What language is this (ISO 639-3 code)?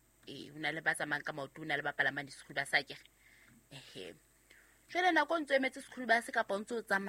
sot